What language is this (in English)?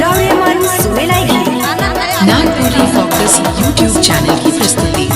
Sadri